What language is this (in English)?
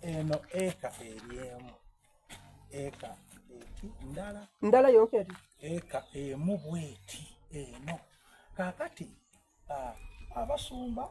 Soga